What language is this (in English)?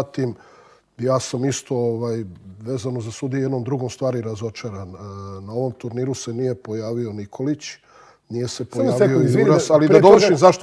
Serbian